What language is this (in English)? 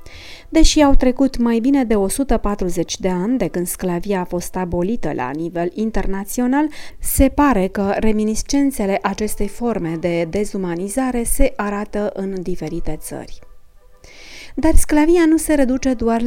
Romanian